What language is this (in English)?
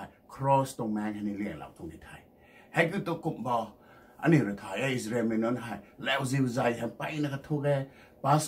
Rongmei Naga